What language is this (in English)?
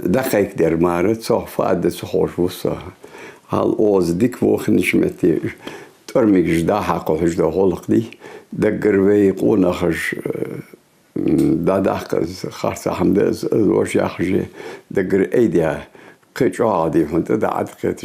Ingush